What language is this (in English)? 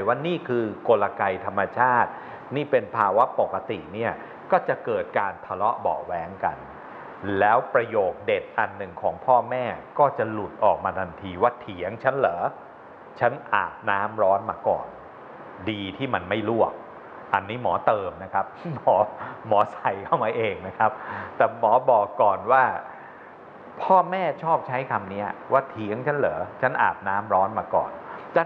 Thai